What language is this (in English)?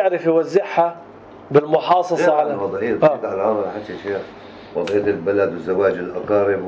North Levantine Arabic